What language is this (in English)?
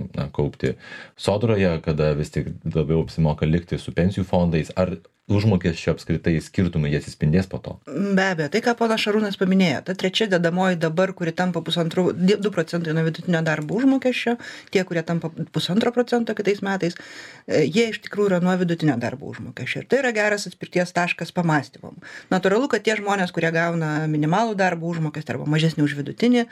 Lithuanian